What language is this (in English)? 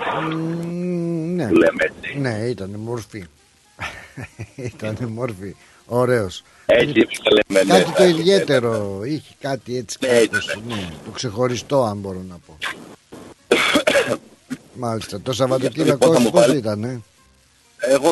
Greek